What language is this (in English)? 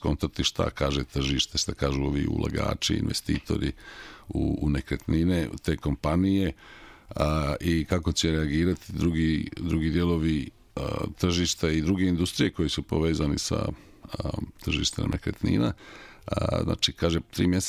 Serbian